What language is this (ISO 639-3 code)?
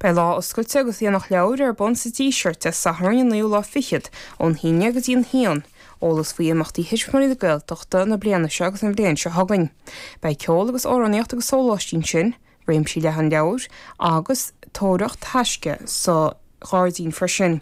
gle